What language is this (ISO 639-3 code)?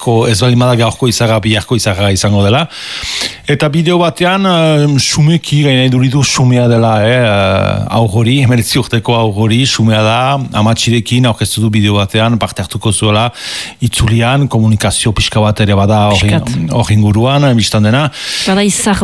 eus